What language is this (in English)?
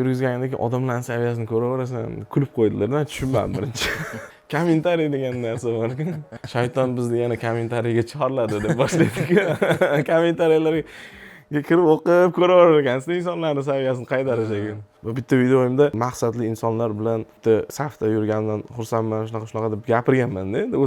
Uzbek